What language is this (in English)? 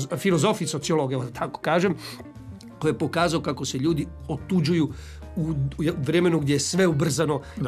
Croatian